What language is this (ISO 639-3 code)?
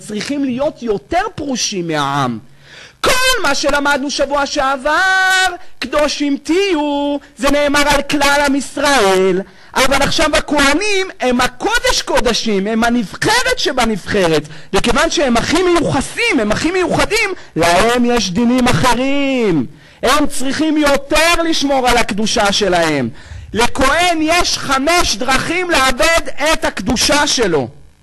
heb